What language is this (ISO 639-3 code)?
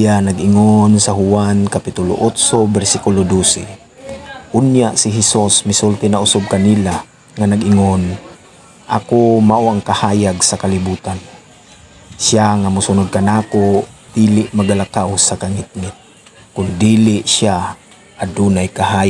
ceb